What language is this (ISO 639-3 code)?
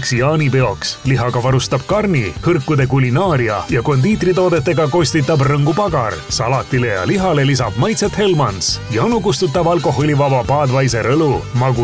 est